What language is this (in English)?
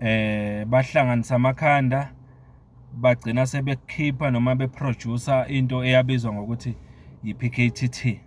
Zulu